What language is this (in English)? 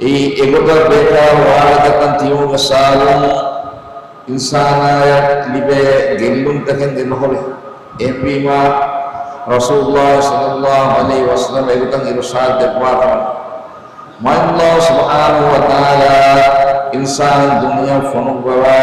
Divehi